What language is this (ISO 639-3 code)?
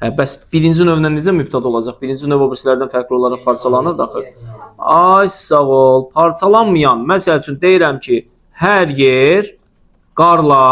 aze